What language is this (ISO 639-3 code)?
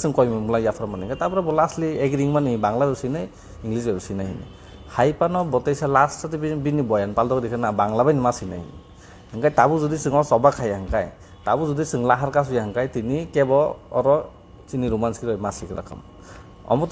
trp